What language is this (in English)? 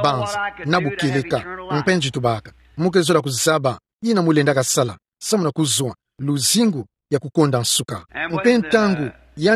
Kituba (Democratic Republic of Congo)